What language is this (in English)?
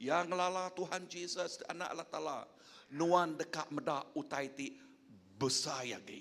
Iban